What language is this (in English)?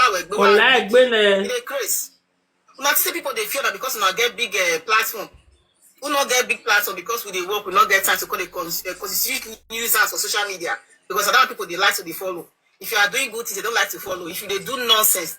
Nigerian Pidgin